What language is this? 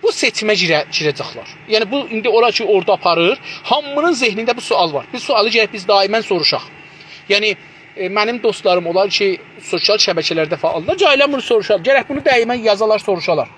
South Azerbaijani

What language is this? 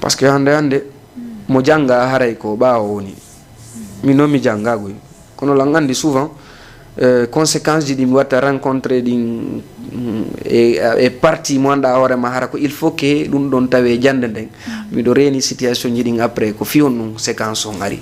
Fula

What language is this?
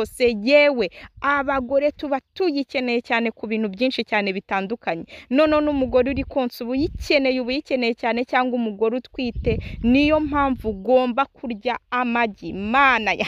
Kinyarwanda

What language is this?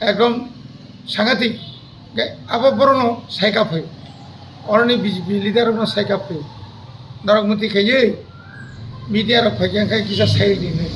Kok Borok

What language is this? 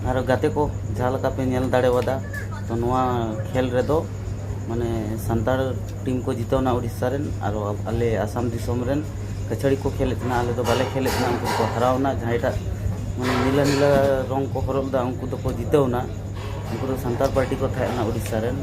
Santali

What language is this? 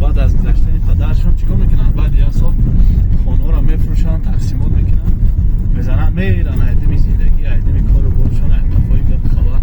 Tajik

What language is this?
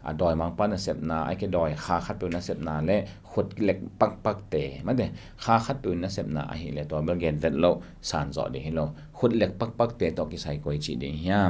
Tedim Chin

